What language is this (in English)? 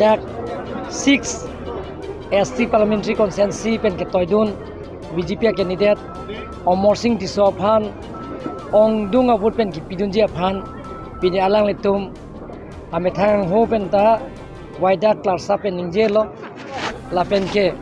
Karbi